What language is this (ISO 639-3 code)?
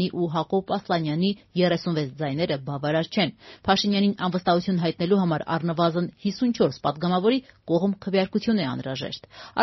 hye